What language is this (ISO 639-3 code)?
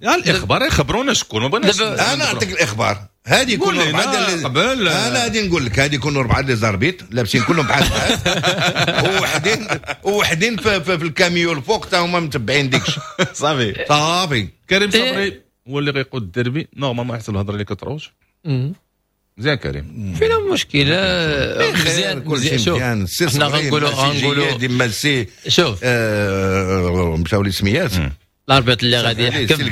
ary